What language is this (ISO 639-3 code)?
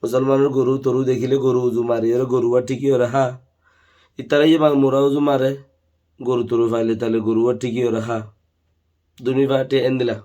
rhg